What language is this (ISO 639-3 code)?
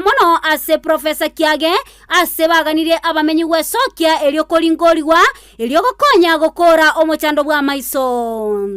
guz